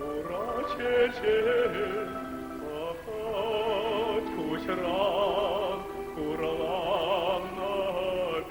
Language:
Chuvash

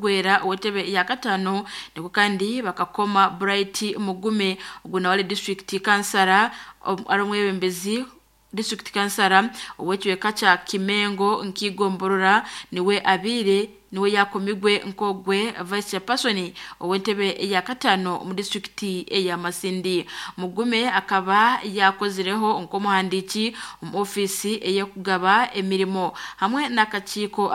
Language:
Nyankole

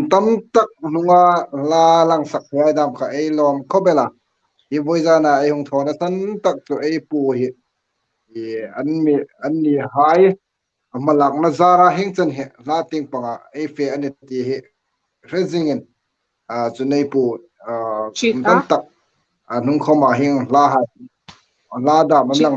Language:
Hmar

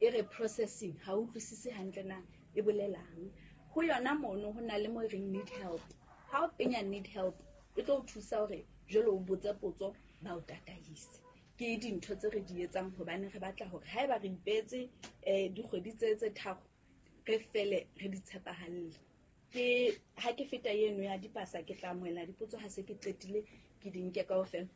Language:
Southern Sotho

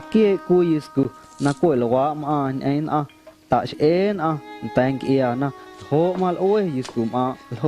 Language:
Guerrero Amuzgo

